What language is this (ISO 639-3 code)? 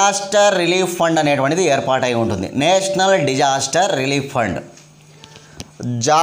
tel